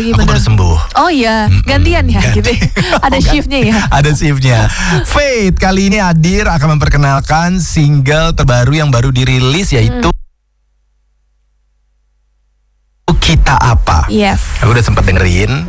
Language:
Indonesian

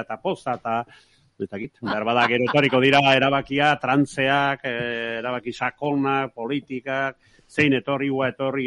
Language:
Basque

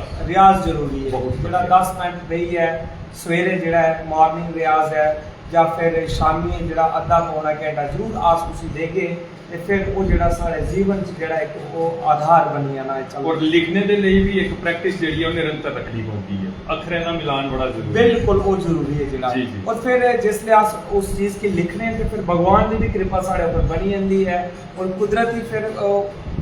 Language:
Dogri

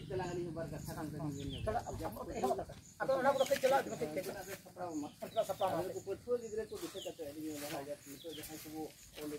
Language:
Santali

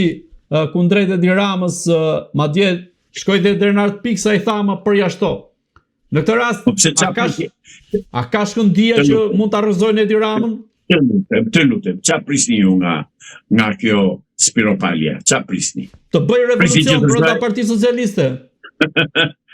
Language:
Albanian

